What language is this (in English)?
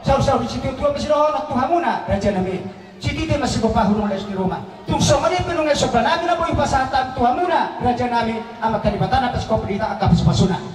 Batak Toba